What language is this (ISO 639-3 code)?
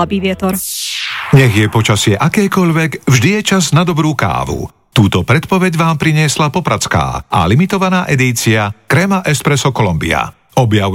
slk